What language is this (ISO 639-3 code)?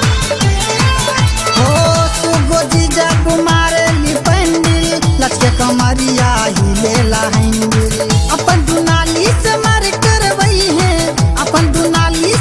bho